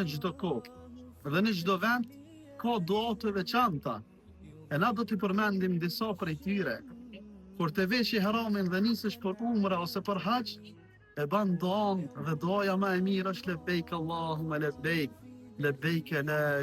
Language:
Albanian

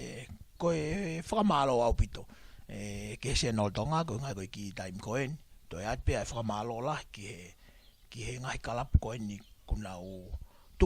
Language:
Tongan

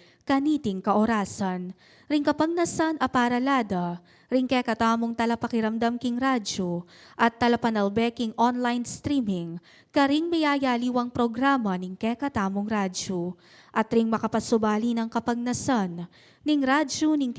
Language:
Pampanga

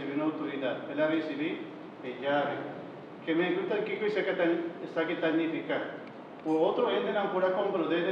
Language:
Papiamento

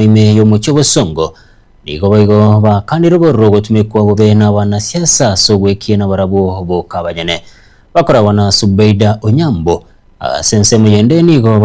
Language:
Gusii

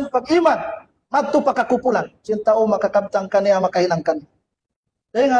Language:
Tausug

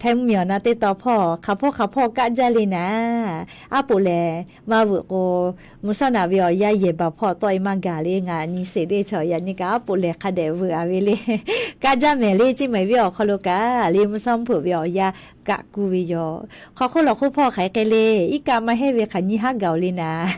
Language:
Lahu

